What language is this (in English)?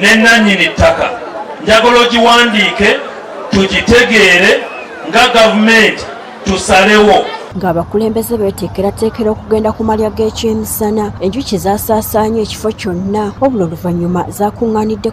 Ganda